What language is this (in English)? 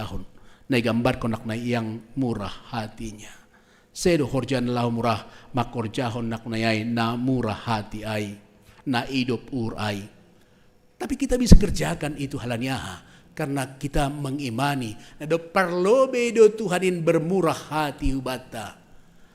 Batak Simalungun